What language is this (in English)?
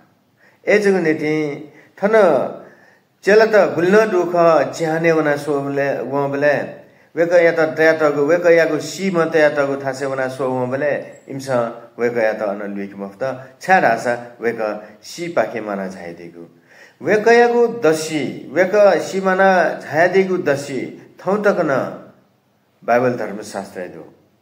Newari